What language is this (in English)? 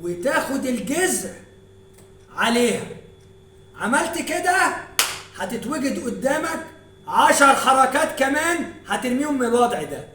Egyptian Arabic